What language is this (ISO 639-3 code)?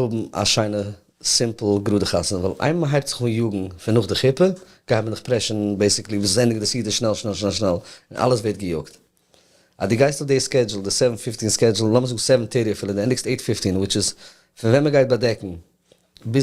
yid